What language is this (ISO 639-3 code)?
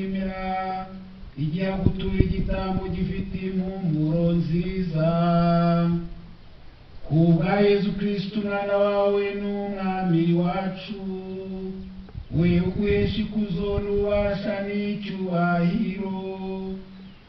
kin